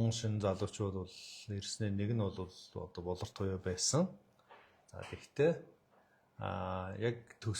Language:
Mongolian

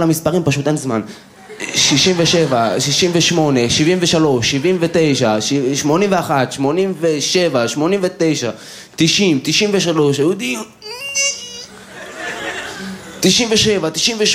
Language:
Hebrew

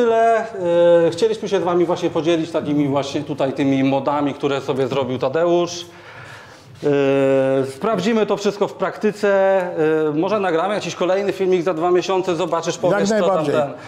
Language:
Polish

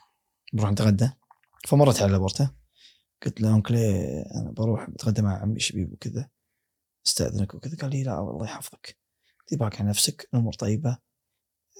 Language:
Gulf Arabic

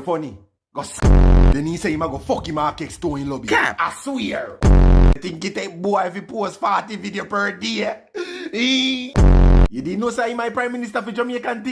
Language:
Jamaican Creole English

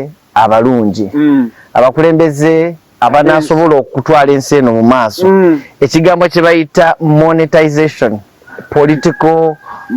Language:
Ganda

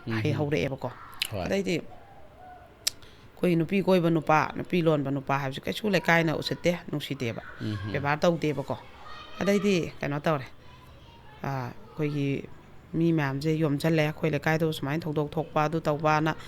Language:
Manipuri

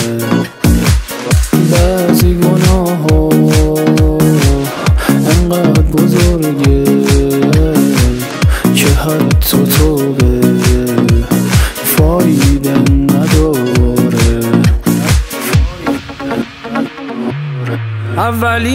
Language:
Persian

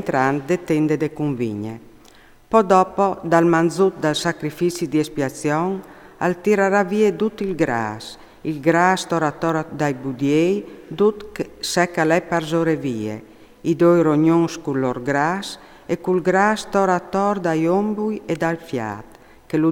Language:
Friulian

